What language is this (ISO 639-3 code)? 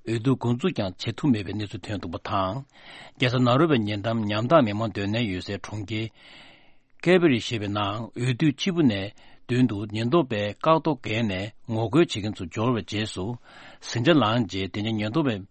bod